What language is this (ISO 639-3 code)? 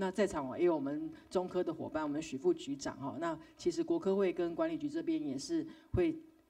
zho